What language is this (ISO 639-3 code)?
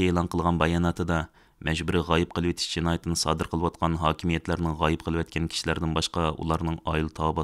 uig